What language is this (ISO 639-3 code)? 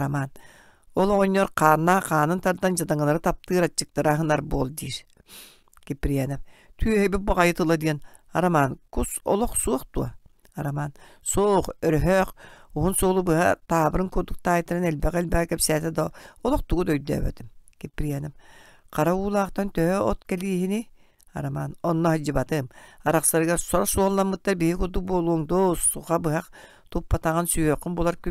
sah